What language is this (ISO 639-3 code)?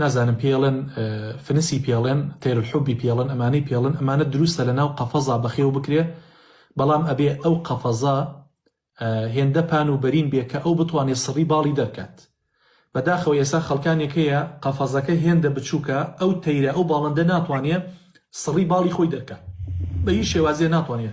ckb